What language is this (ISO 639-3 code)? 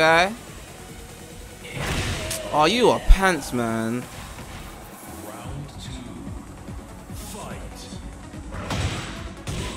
eng